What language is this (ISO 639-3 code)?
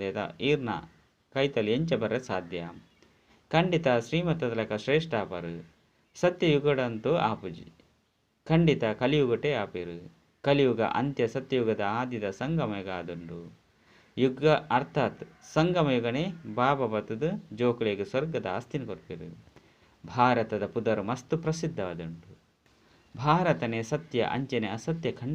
tcy